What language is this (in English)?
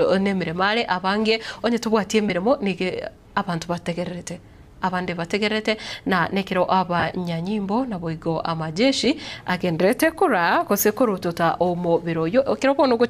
Gusii